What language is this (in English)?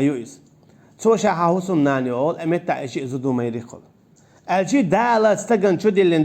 Chechen